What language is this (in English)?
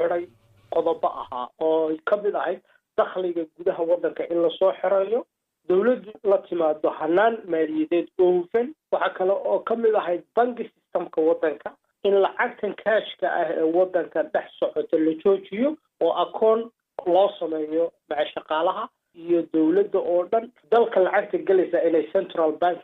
Somali